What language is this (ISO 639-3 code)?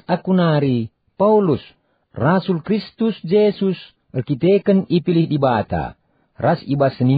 btx